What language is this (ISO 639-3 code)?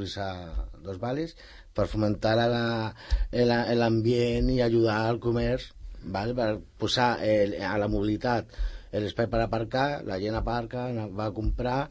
cat